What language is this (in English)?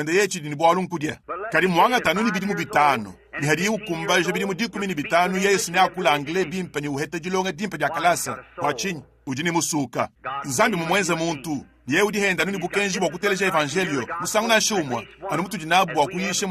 Luba-Lulua